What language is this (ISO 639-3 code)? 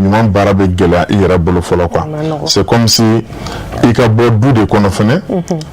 bam